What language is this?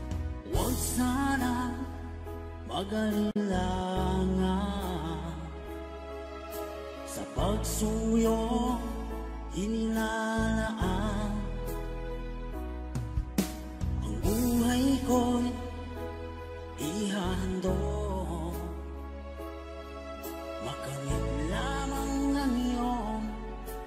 Filipino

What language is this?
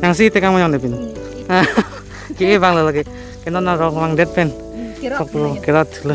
Karbi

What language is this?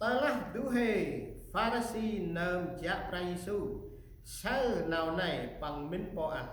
Central Mnong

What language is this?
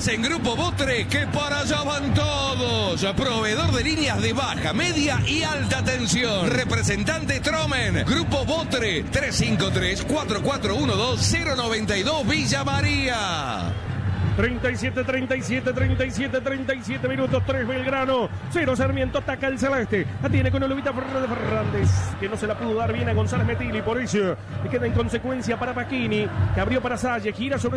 Spanish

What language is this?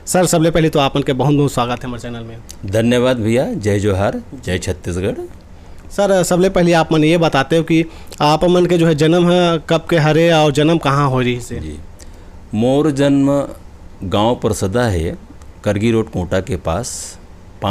Chhattisgarhi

